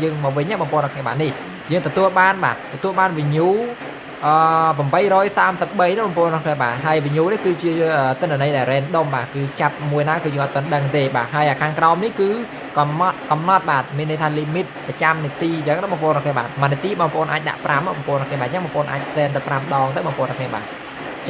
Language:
Khmer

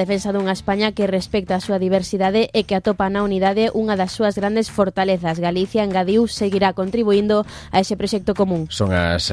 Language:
Galician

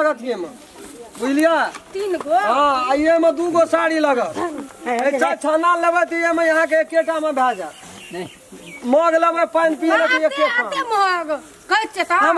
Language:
Maithili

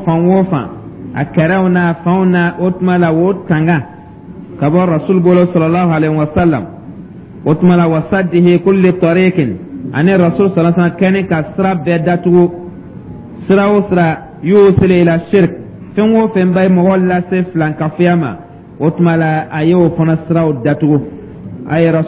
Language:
Dyula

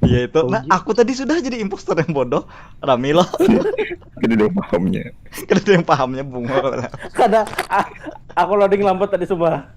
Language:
Banjar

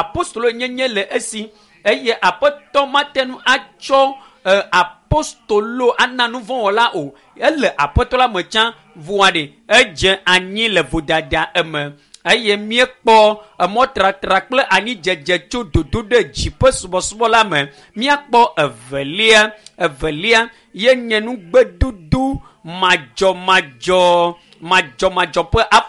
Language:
Ewe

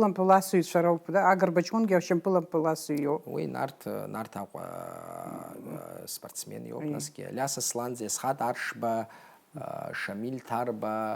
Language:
Abkhazian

